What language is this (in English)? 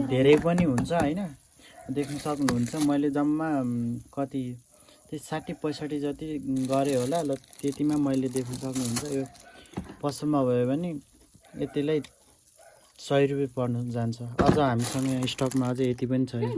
Nepali